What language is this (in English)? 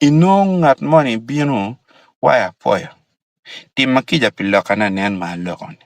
Acoli